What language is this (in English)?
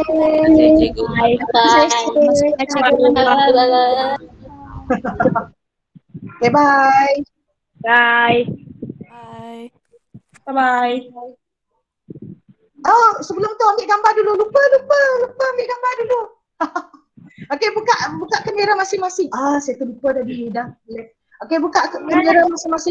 Malay